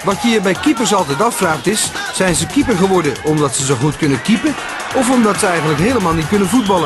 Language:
Dutch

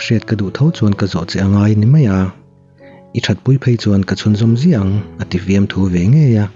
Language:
Mizo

